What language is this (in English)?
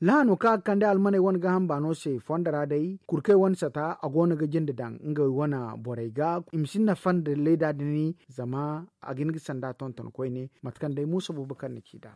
Zarma